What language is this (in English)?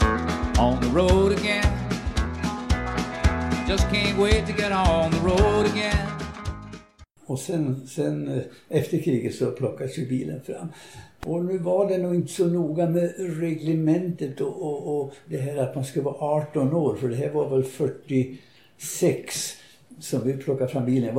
Swedish